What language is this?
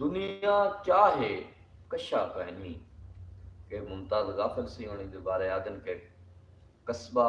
Saraiki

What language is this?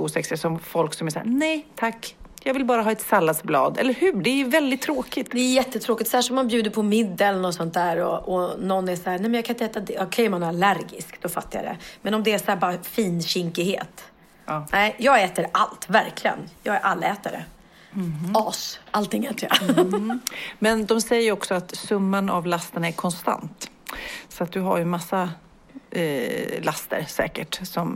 Swedish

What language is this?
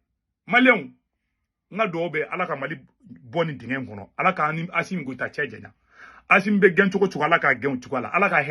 Bambara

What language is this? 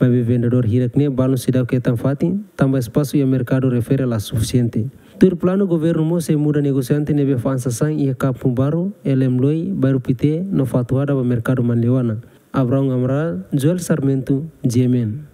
Tetum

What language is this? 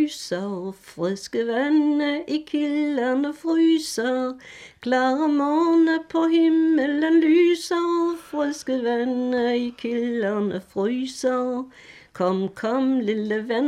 Danish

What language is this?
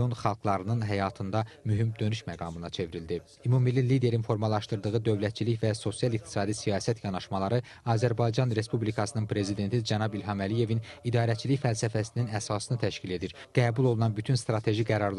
Azerbaijani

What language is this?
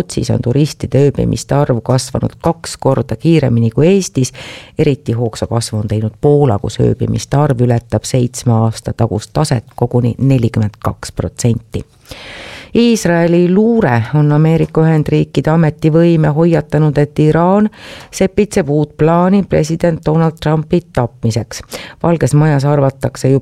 Estonian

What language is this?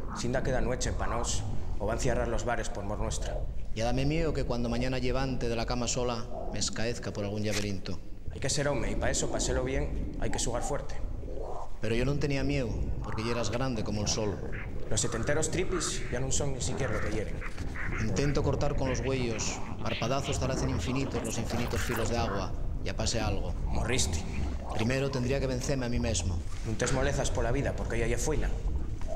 Asturian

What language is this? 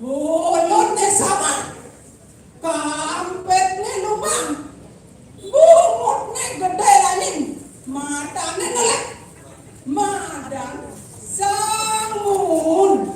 Balinese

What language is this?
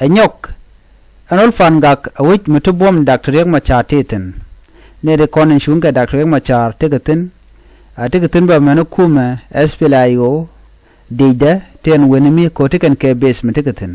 Nuer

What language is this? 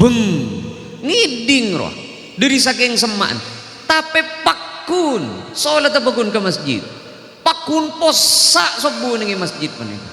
Madurese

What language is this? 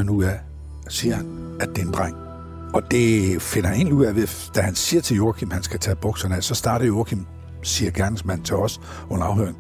Danish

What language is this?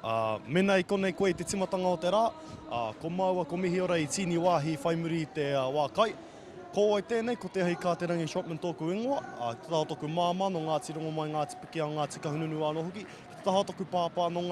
Māori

